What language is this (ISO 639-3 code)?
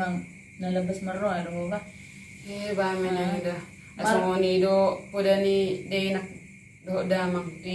bbc